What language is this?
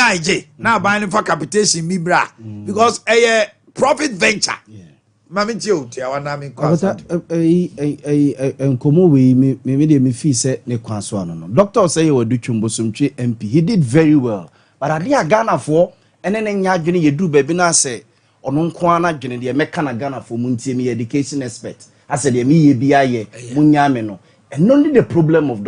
Akan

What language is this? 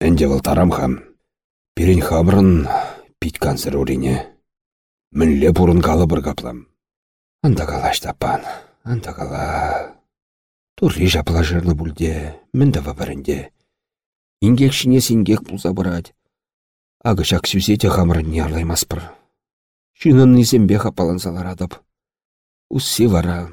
Chuvash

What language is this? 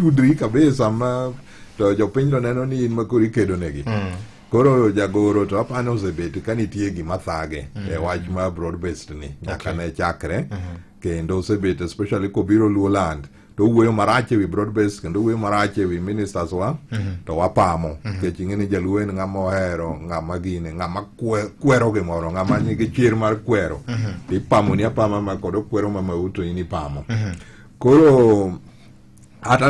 Luo (Kenya and Tanzania)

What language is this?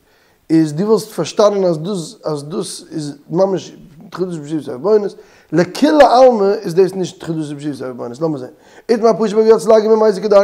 Yiddish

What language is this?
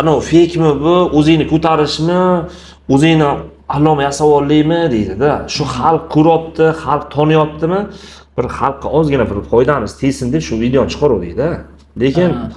Uzbek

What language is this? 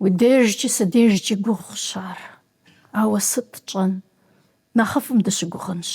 Kabardian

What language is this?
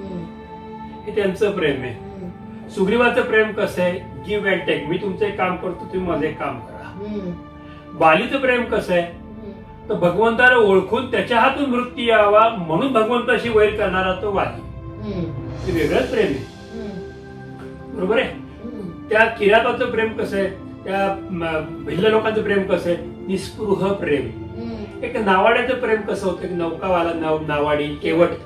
Marathi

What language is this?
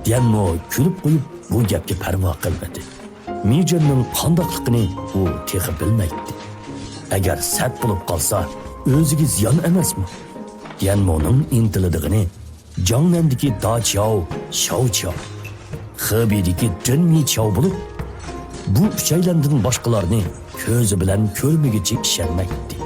Uyghur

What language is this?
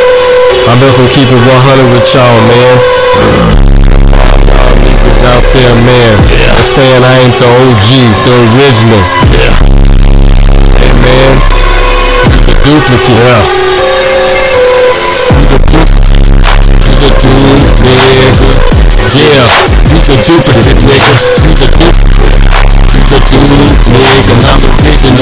English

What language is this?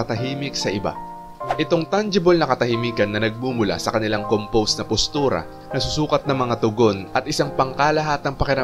Filipino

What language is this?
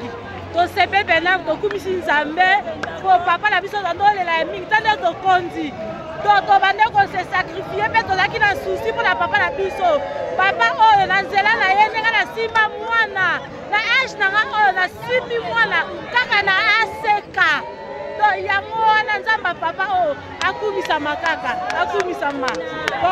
Lingala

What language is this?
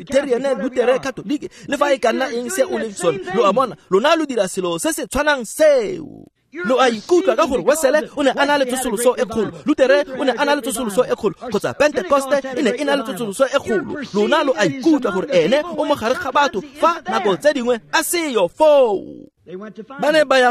Tswana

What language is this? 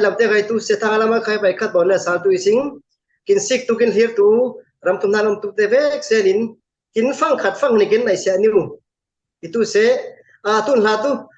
Falam Chin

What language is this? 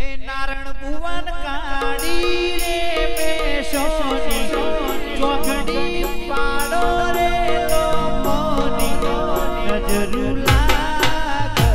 Gujarati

